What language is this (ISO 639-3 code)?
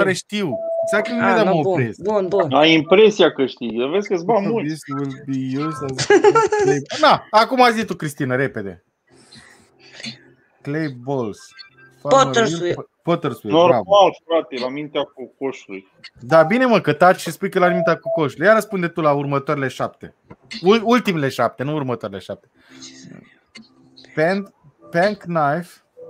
ron